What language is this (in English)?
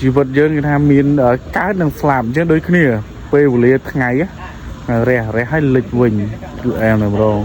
Khmer